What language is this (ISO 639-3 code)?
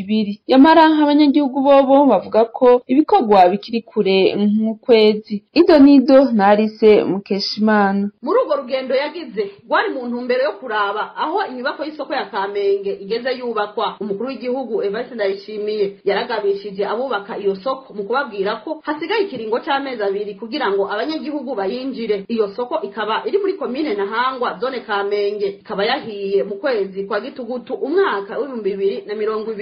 run